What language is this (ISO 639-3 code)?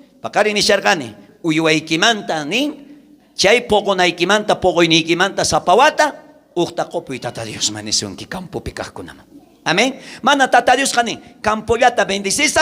quh